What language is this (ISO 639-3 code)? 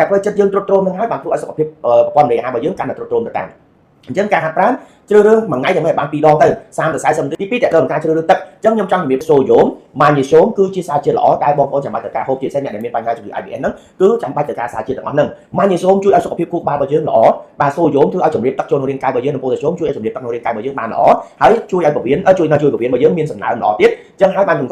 khm